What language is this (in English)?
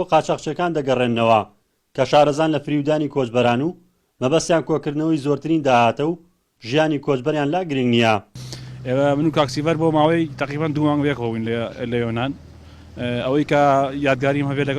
Central Kurdish